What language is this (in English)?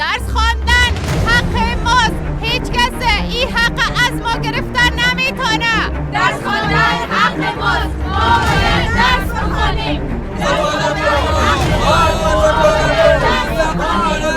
Persian